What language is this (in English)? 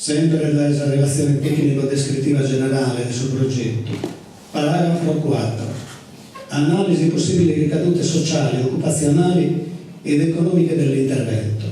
Sardinian